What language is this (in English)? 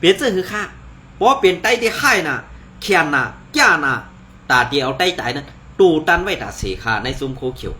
Shan